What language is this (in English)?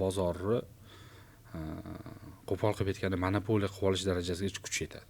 Uzbek